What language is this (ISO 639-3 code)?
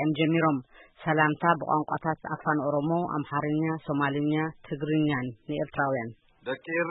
tir